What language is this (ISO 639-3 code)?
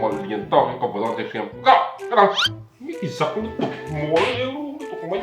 lus